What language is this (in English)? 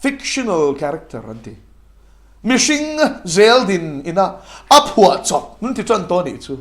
Mizo